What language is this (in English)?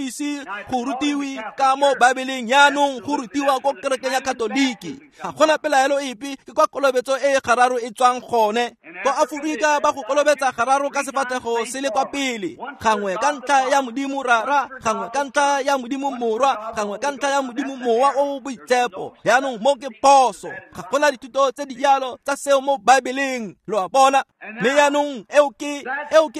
Tswana